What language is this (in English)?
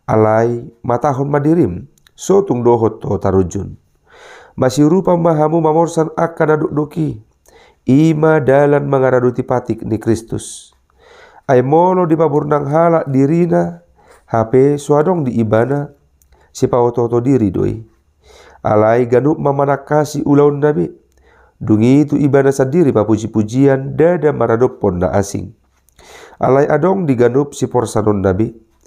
Batak Toba